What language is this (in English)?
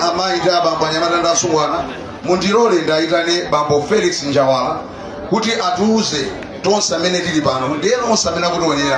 Nyanja